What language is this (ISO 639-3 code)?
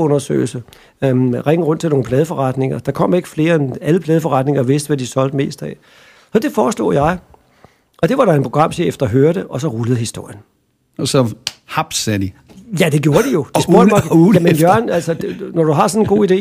dan